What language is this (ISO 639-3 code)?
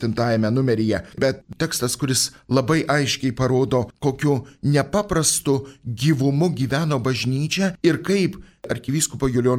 lit